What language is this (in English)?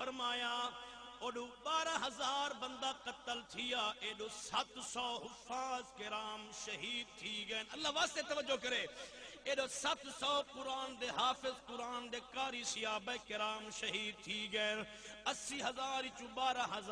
Saraiki